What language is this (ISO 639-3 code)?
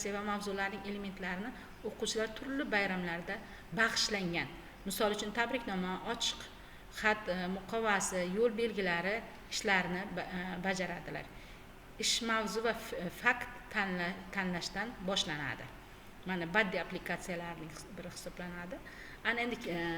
uzb